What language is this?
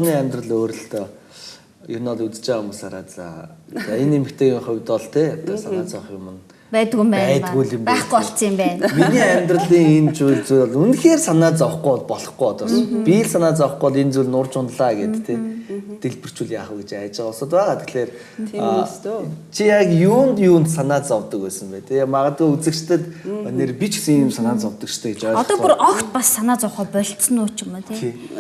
Mongolian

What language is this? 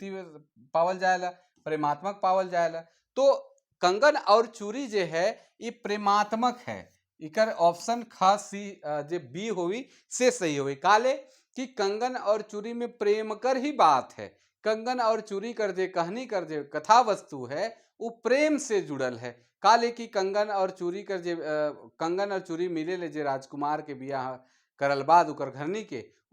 Sadri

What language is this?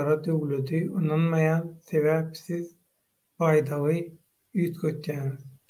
Turkmen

